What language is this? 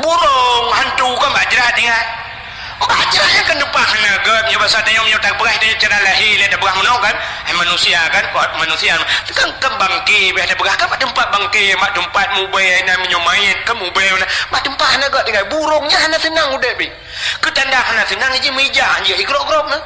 Achinese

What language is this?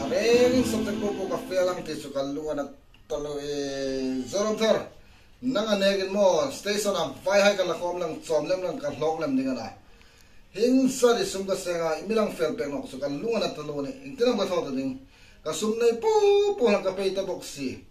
Hmar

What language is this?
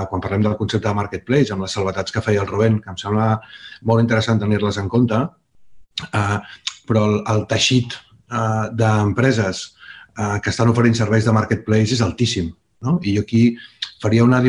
Catalan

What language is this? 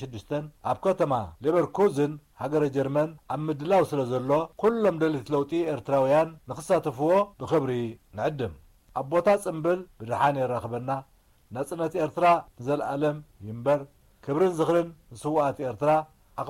Tigrinya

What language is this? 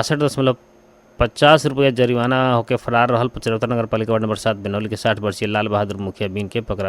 Bhojpuri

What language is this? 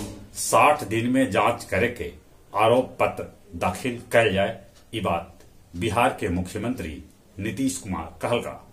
Magahi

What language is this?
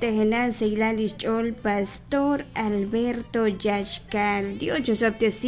Kekchí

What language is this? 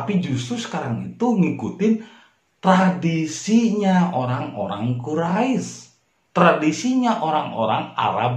Indonesian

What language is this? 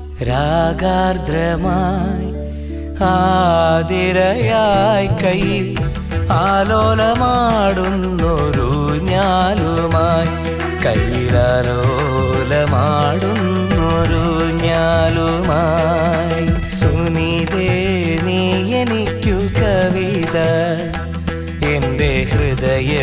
Malayalam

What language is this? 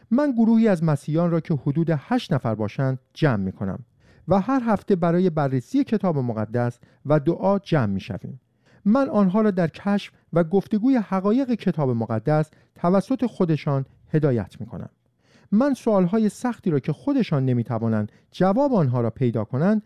Persian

